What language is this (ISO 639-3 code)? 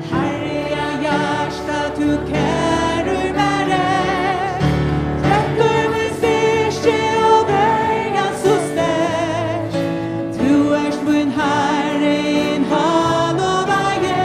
fao